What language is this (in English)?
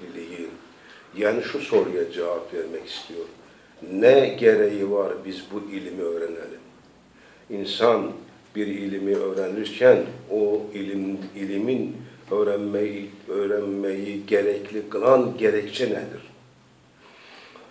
Turkish